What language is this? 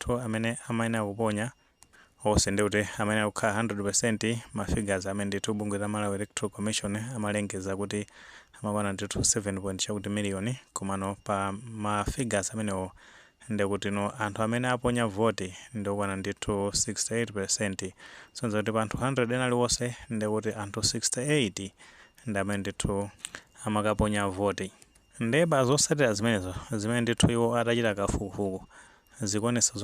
Nyanja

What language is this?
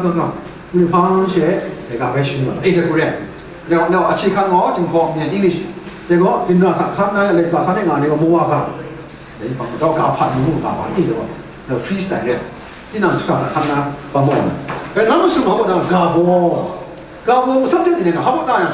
Kachin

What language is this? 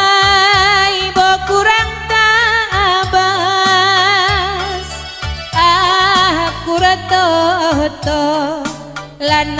Batak Karo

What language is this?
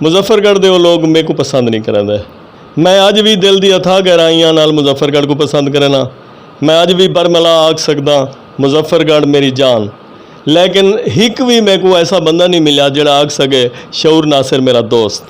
Saraiki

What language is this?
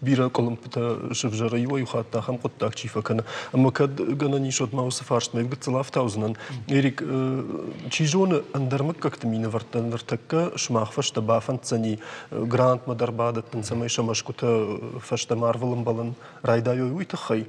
Ossetic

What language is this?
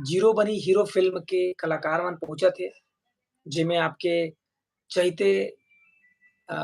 Chhattisgarhi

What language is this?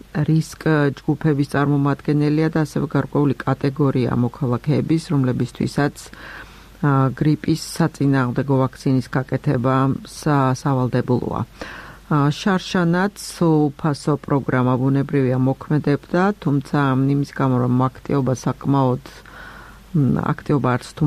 Georgian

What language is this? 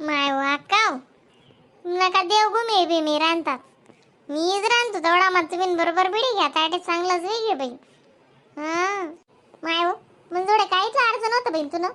Khandesi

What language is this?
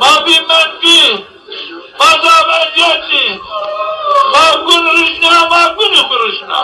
Zaza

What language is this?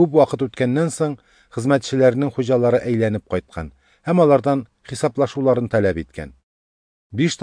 Tatar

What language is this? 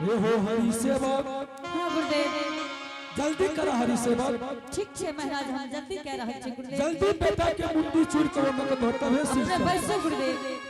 Angika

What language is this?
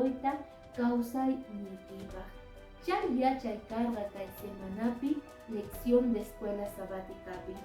Quechua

